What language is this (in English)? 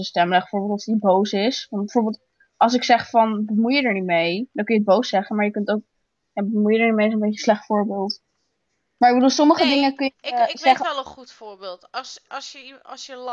Dutch